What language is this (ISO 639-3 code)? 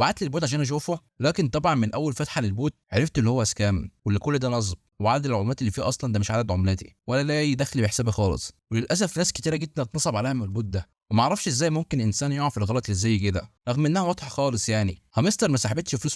arz